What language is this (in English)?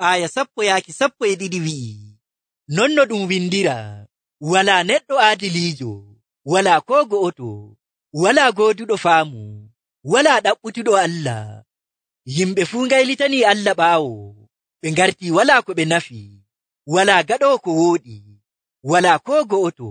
Nigerian Fulfulde